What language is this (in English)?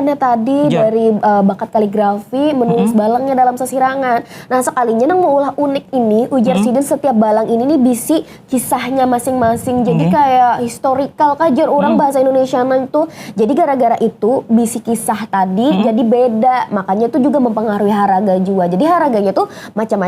Banjar